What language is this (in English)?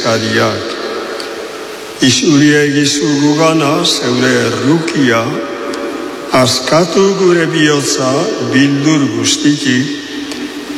Basque